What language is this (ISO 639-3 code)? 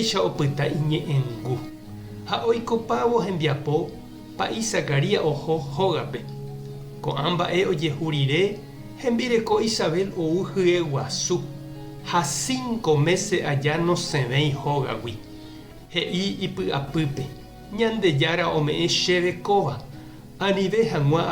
grn